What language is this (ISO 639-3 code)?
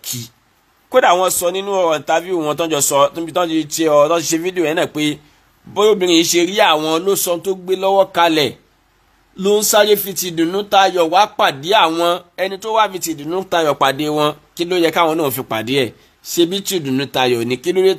yor